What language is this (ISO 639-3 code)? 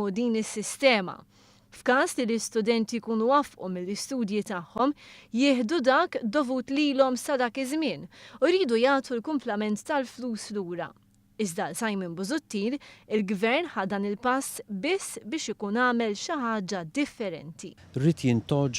mlt